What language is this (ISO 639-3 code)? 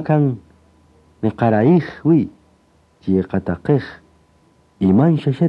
cak